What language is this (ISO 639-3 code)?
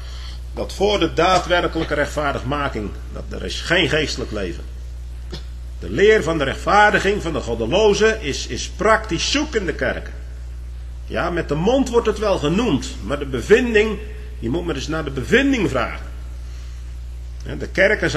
nld